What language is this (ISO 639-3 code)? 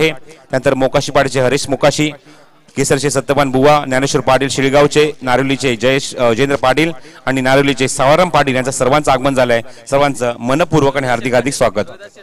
mar